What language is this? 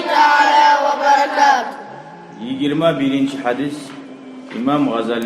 Kumyk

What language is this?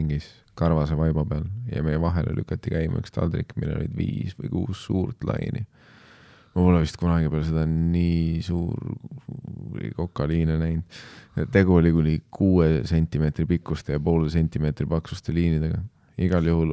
Estonian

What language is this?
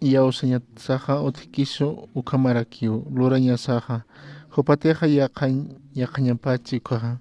Aymara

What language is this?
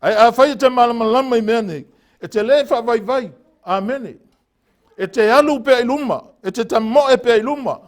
Samoan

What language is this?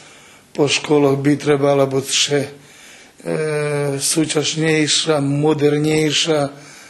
Rusyn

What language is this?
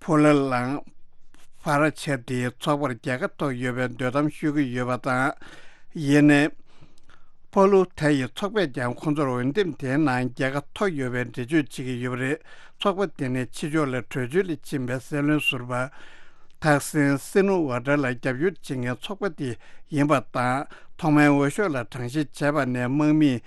Tibetan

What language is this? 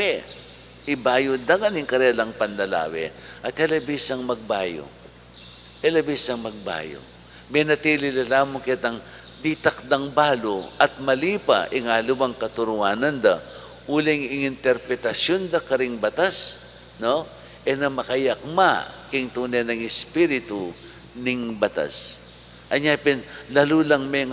Pampanga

